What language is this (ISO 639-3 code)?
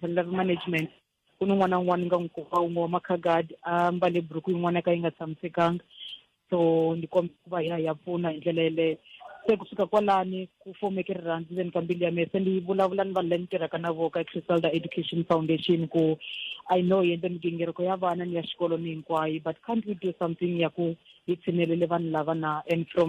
tso